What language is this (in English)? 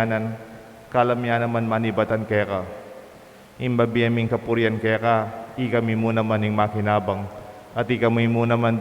Pampanga